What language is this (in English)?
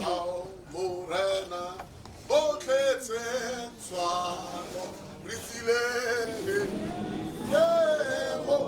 Tswana